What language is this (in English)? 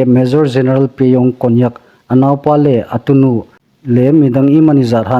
Hmar